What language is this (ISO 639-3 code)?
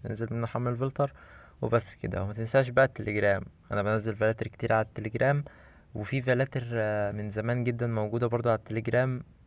arz